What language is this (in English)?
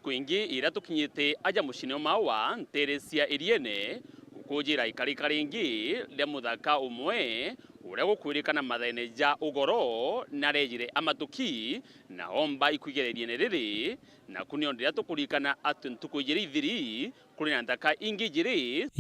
Meru